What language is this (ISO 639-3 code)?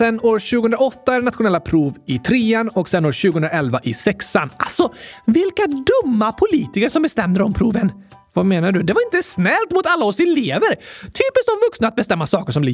swe